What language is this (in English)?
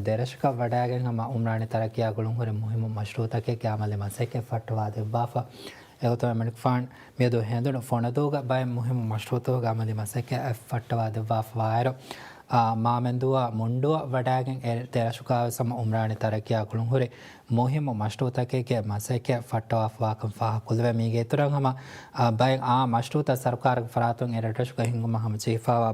Divehi